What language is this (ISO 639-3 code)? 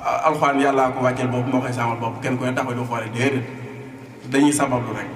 wol